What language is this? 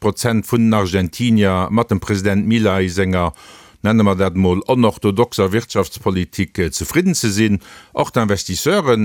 Luxembourgish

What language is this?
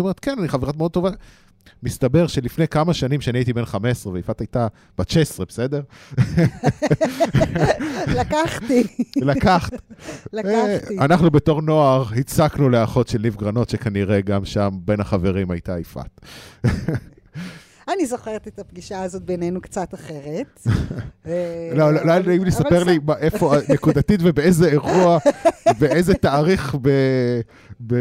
Hebrew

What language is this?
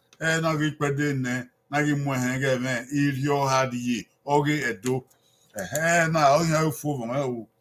Bini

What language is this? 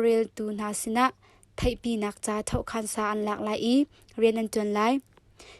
Hakha Chin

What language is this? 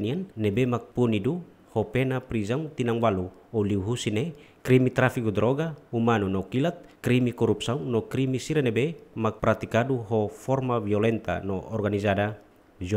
Tetum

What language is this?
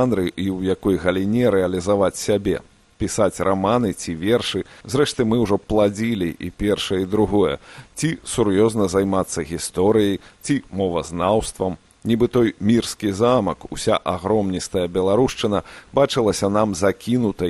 Belarusian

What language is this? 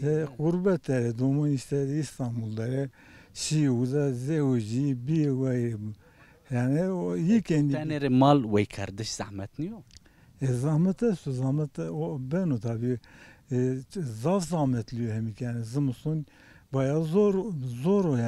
Zaza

